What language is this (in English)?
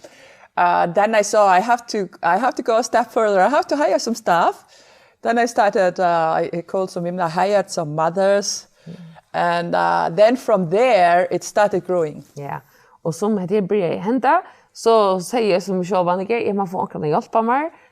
Faroese